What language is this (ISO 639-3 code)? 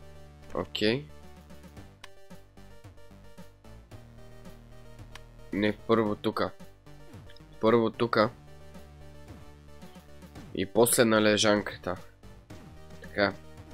bul